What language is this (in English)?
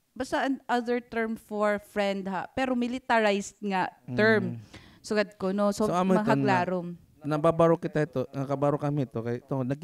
Waray